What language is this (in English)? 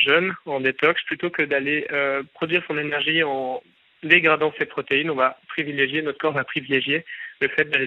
French